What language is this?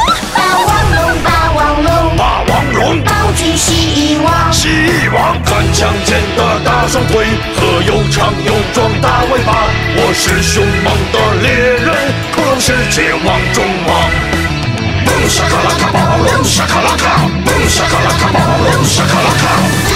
Chinese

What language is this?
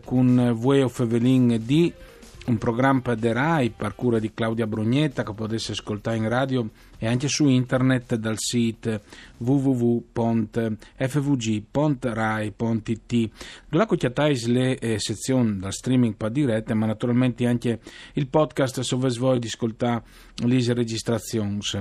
Friulian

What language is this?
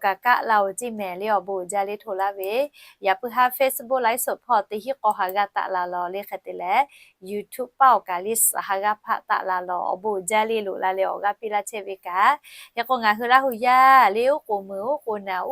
Lahu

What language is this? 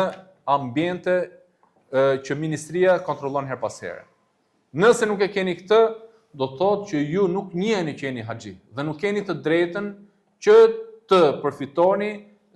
Albanian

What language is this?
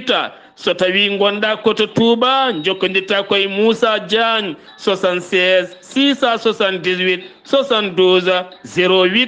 Fula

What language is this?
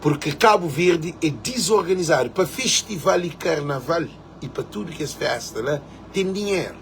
Kabuverdianu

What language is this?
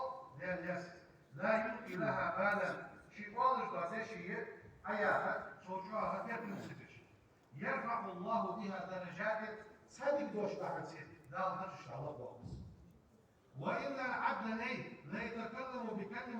Ingush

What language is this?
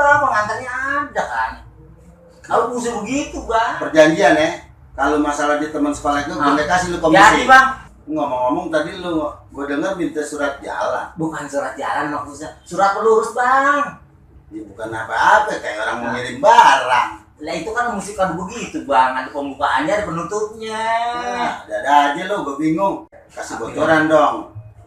Betawi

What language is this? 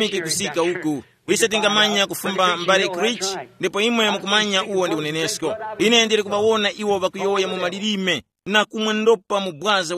Tumbuka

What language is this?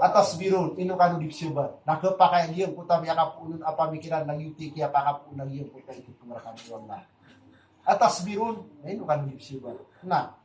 Maranao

